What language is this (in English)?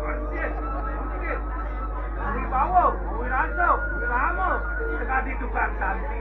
Balinese